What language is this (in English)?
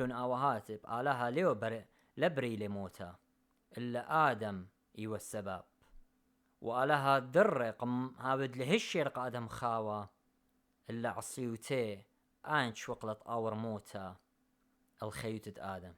Assyrian Neo-Aramaic